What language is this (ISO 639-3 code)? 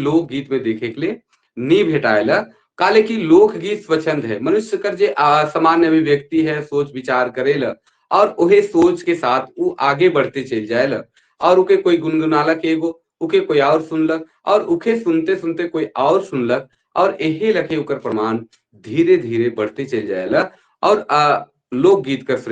sck